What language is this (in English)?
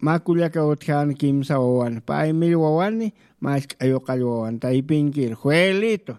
Aymara